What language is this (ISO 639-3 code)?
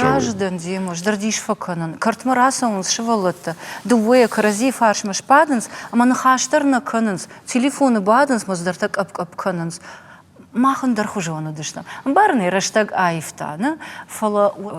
oss